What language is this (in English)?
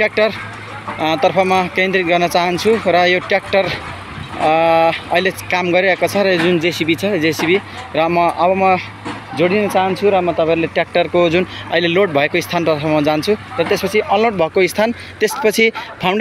Nepali